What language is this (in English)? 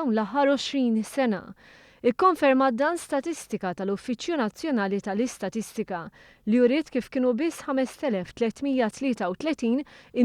Maltese